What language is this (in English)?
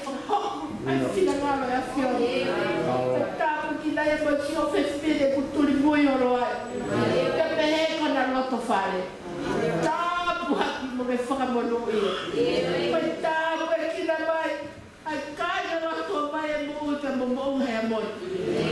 Tongan